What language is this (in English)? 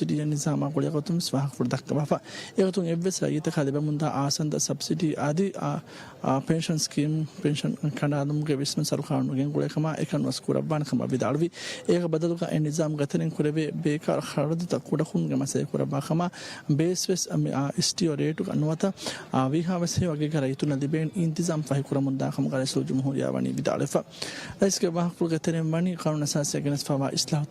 Divehi